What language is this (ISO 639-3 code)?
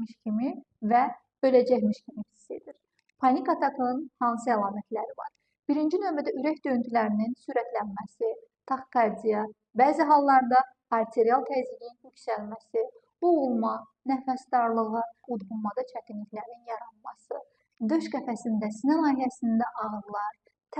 aze